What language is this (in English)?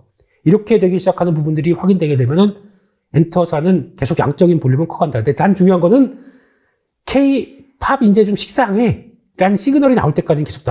Korean